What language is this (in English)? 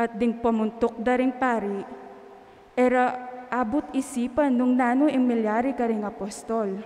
Pampanga